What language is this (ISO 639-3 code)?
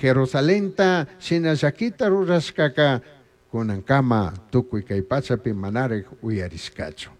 qug